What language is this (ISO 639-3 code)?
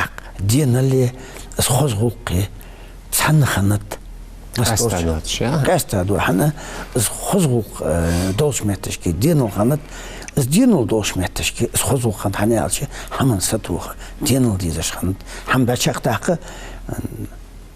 inh